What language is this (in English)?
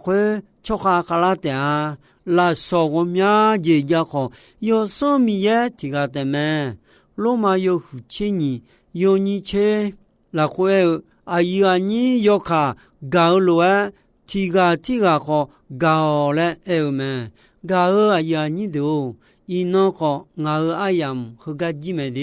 Akha